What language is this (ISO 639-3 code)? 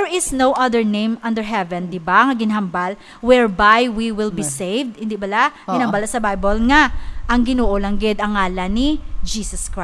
hil